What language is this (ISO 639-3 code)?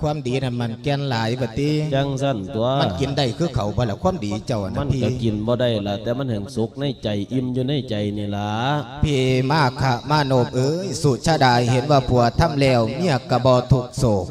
lao